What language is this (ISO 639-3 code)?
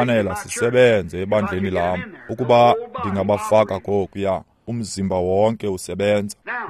xho